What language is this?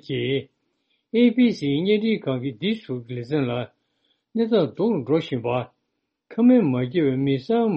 Tibetan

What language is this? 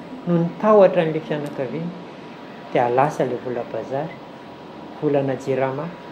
Malagasy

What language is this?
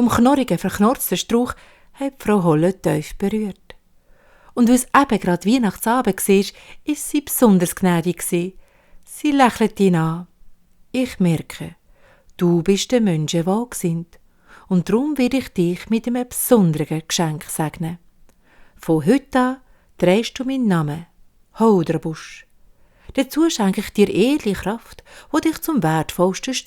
Swiss German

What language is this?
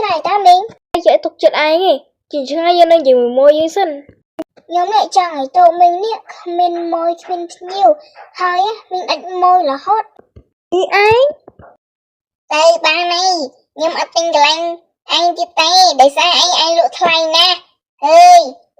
Khmer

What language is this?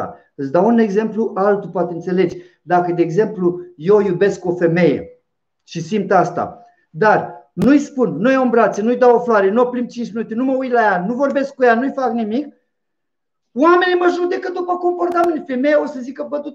Romanian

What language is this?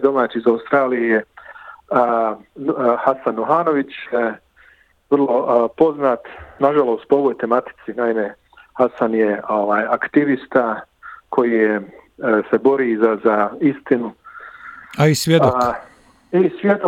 Bosnian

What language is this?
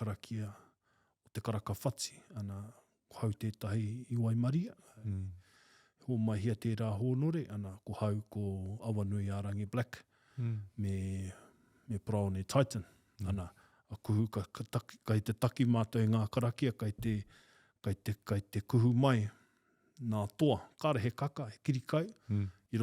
Māori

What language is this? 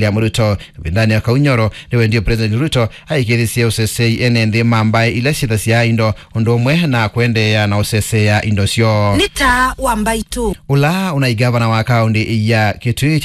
Kamba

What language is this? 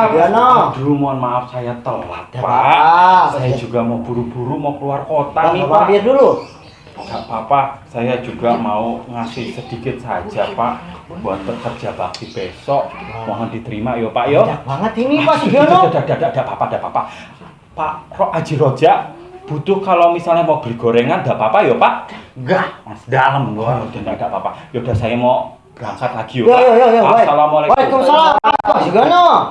Betawi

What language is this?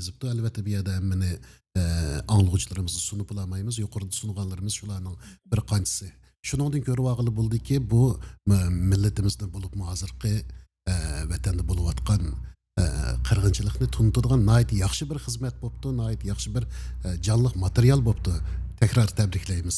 Uyghur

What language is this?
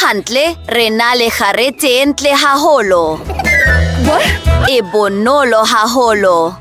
Southern Sotho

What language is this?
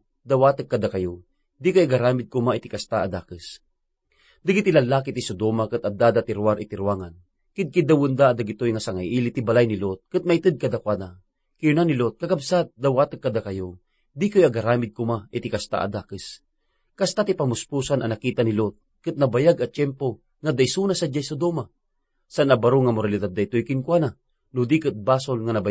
Iloko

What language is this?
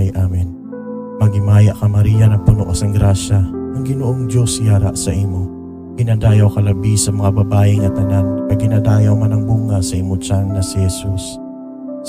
Hiligaynon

